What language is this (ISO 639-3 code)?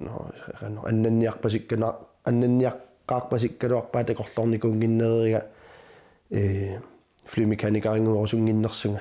kal